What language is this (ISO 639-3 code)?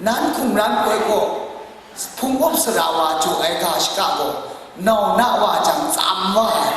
kac